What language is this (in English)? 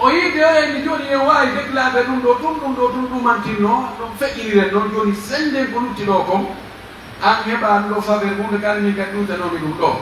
Pular